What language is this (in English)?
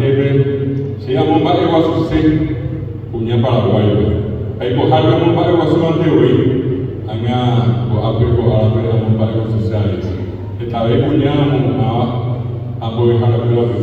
Guarani